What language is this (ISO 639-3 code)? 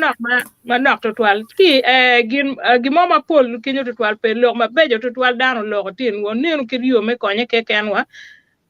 ach